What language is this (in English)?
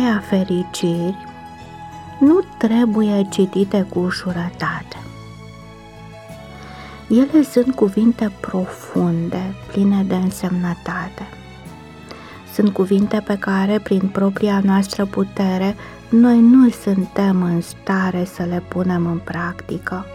Romanian